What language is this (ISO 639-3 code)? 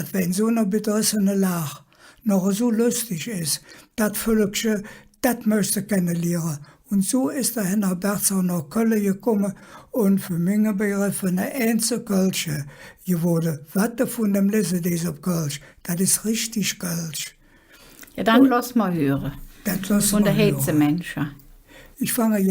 ksh